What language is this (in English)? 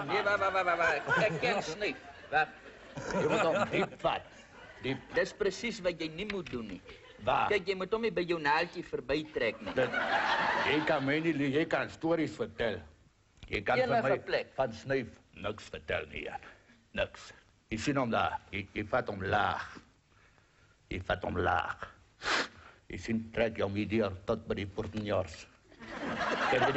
Afrikaans